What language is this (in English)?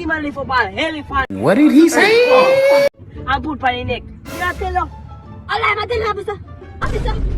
Jamaican Creole English